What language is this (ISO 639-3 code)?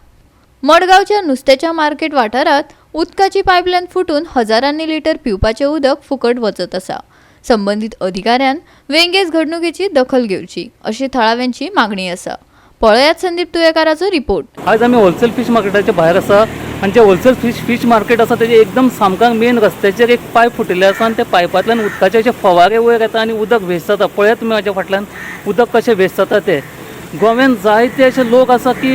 kok